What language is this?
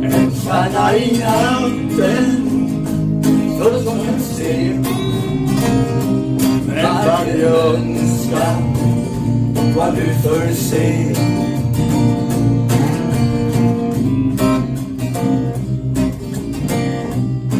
Swedish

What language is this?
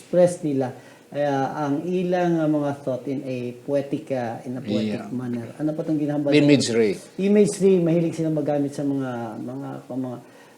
Hiligaynon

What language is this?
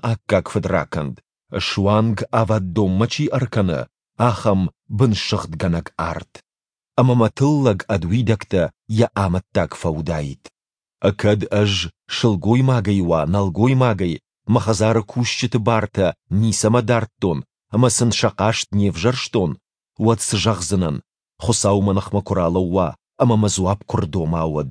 Ossetic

